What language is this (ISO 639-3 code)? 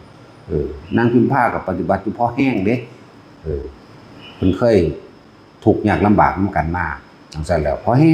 tts